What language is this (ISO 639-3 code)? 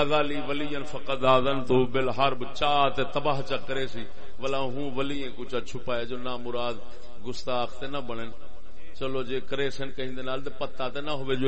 skr